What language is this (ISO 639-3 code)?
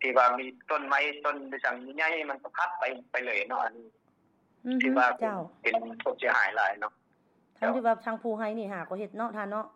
lao